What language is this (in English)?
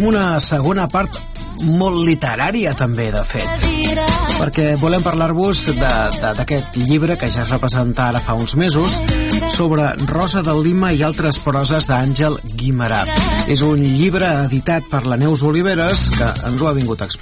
Catalan